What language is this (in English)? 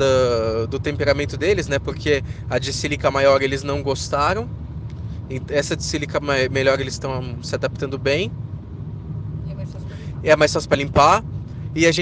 Portuguese